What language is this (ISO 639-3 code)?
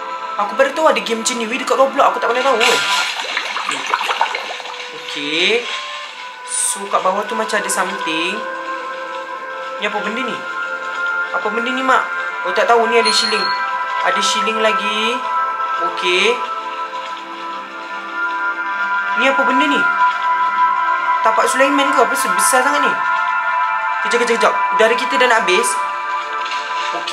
msa